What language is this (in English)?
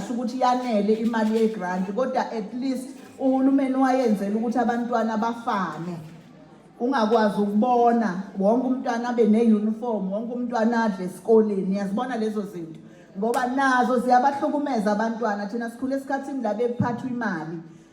Zulu